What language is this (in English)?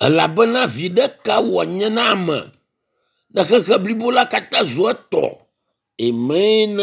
Ewe